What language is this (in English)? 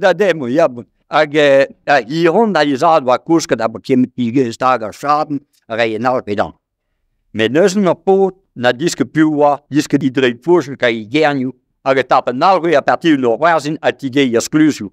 Breton